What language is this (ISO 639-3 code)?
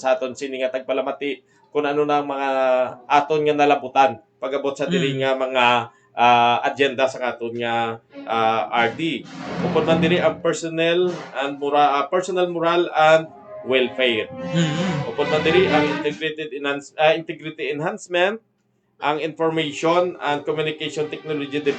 hil